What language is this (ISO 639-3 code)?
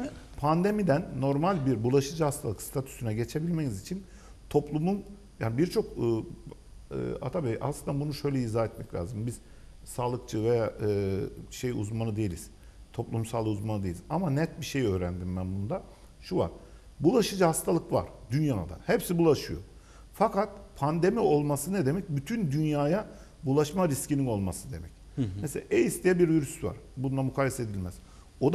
tur